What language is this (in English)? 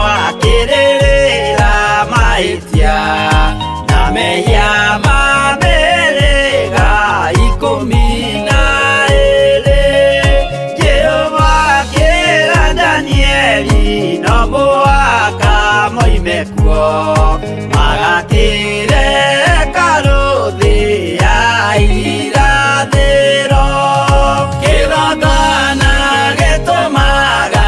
Kikuyu